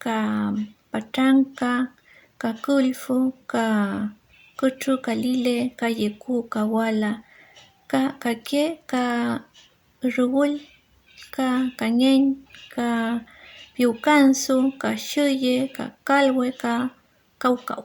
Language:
Mapuche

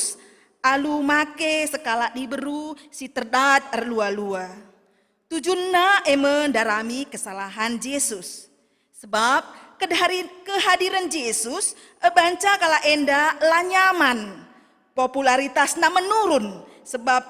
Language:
Batak Karo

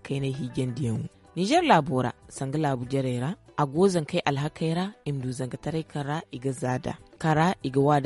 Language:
Zarma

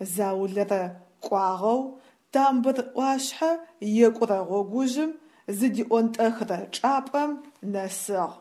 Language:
Adyghe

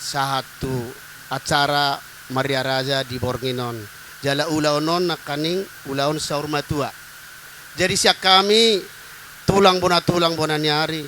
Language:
Batak Toba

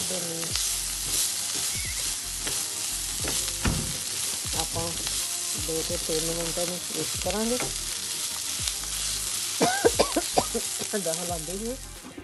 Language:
Punjabi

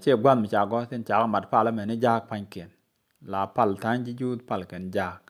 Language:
Nuer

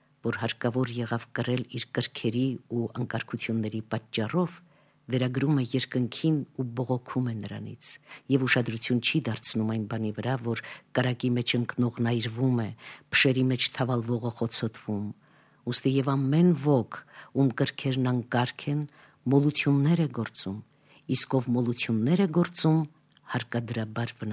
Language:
Armenian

